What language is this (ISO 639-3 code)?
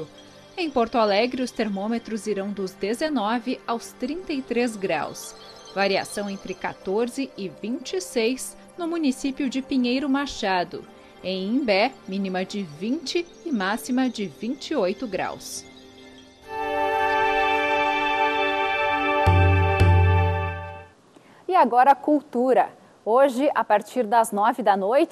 por